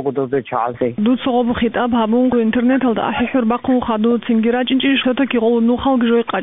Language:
Avaric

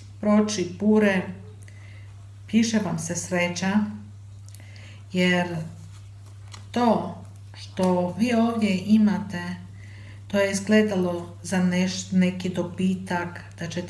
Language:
Croatian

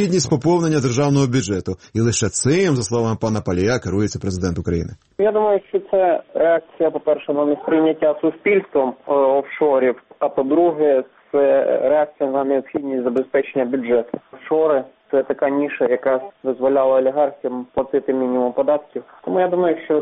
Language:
Ukrainian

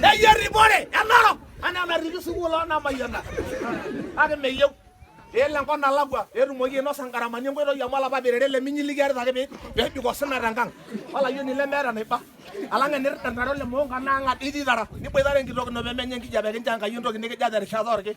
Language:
Masai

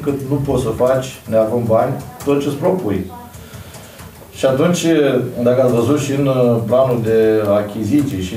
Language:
Romanian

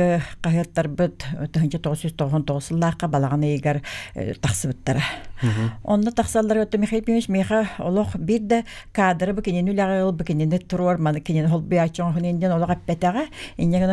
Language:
Yakut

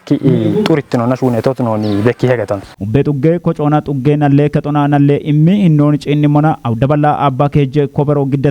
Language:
Kafa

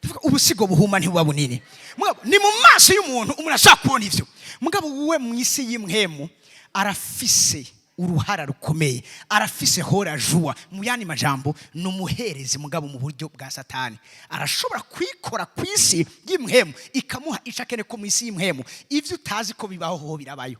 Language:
Rundi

